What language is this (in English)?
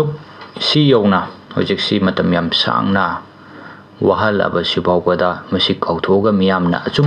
Manipuri